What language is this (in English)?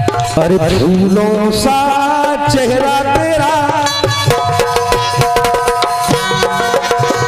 Hindi